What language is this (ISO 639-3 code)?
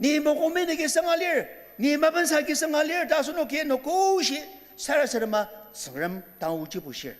njo